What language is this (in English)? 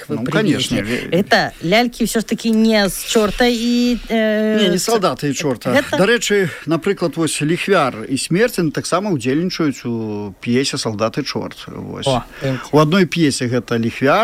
Belarusian